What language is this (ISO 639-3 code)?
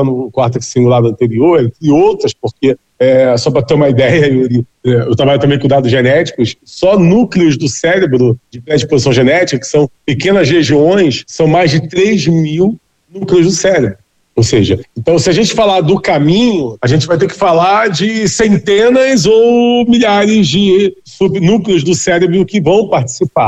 por